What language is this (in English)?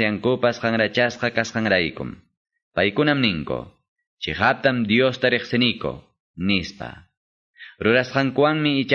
Ayacucho Quechua